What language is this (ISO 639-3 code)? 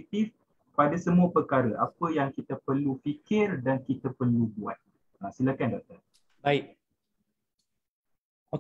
msa